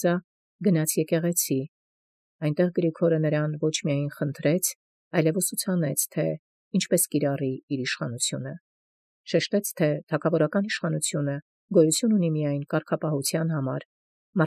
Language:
Armenian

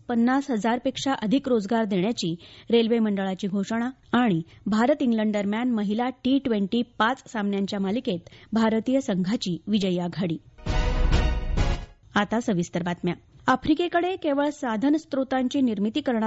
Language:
Marathi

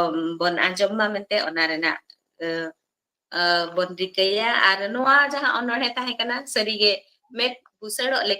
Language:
Santali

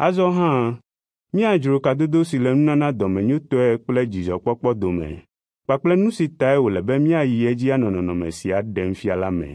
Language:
Ewe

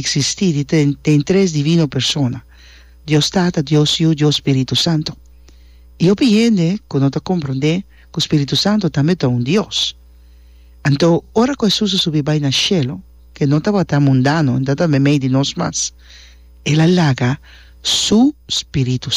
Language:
Papiamento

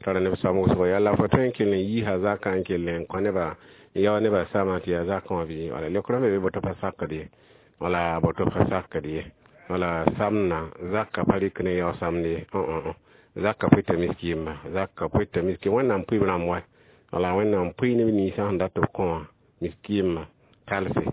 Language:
Mossi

